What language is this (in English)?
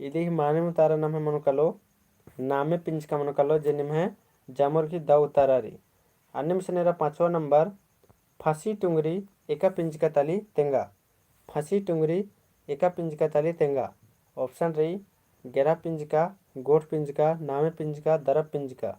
Kurukh